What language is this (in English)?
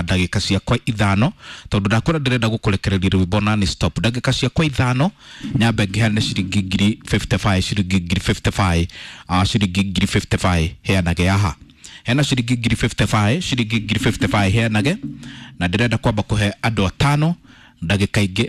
Kikuyu